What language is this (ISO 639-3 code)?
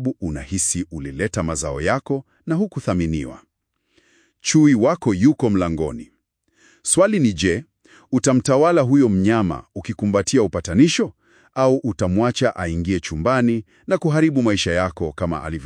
swa